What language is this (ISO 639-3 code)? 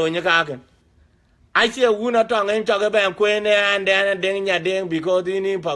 din